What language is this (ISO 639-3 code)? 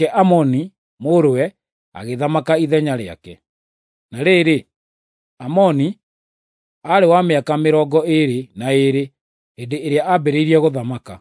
kik